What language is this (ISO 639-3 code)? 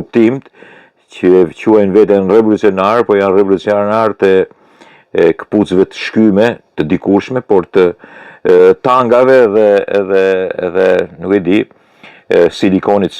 sqi